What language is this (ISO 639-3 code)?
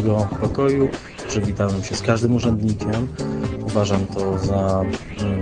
pol